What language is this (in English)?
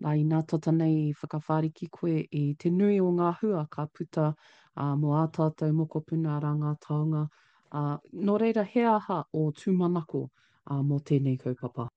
Māori